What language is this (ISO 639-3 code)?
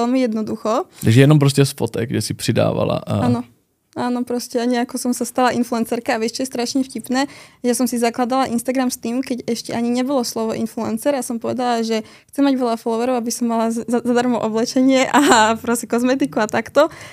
slk